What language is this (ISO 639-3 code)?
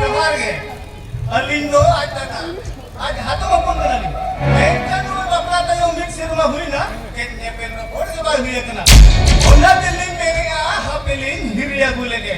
sat